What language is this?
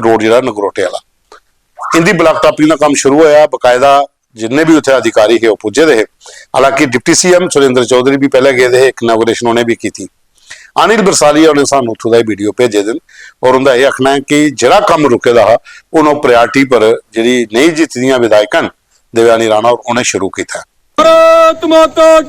Dogri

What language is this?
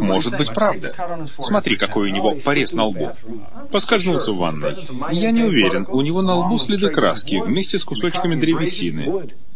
Russian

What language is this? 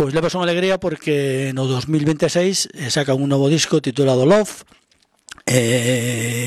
Galician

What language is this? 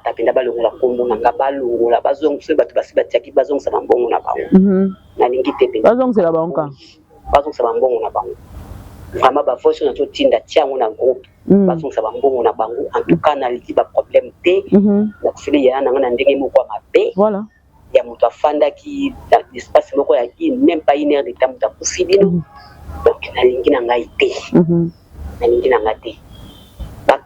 Lingala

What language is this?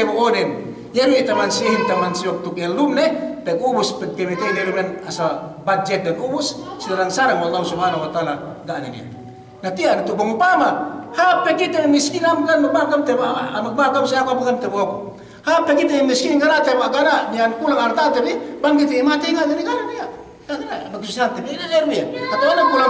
Yakan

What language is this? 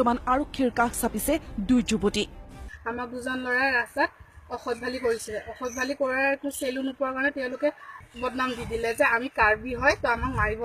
Assamese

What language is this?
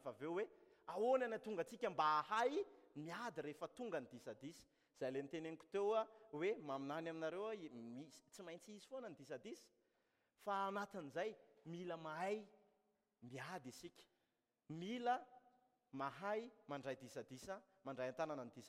Malagasy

